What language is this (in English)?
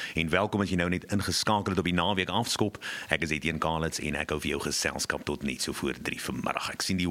Afrikaans